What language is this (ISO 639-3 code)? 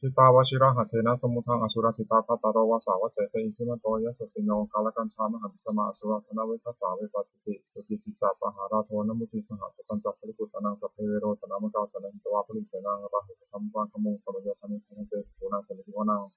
pli